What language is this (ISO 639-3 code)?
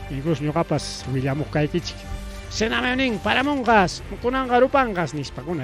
quy